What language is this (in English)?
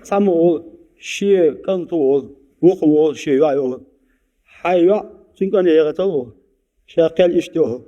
Chechen